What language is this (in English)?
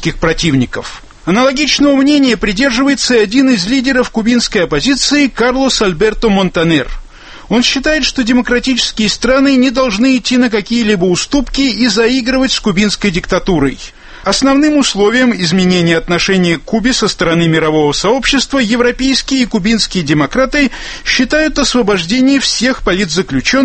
Russian